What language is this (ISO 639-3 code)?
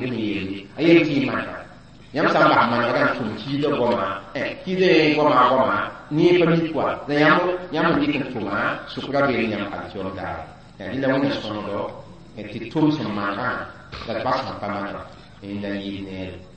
mos